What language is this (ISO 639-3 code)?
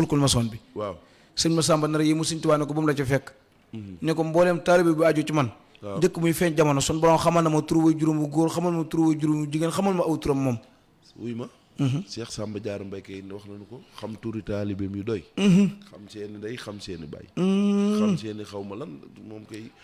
wol